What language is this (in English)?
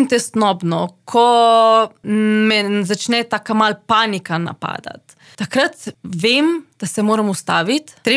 Slovenian